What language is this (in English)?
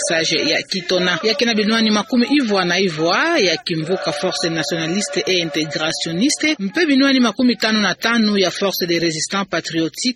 Kituba (Democratic Republic of Congo)